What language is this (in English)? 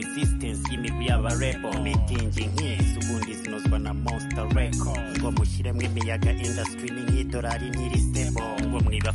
Kinyarwanda